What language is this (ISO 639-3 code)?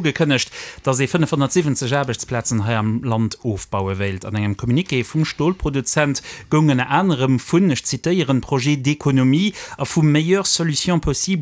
ltz